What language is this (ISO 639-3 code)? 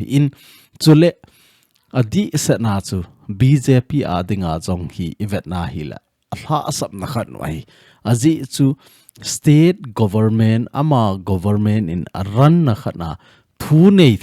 tcz